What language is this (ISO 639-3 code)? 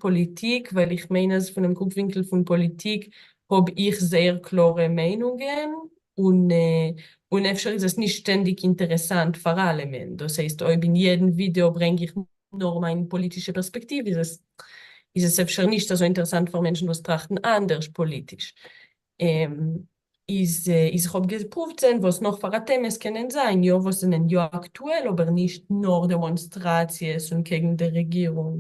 yid